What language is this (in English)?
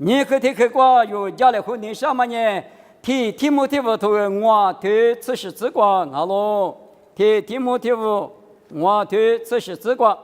Lisu